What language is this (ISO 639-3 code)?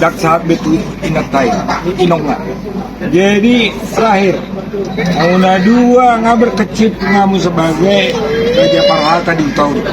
bbc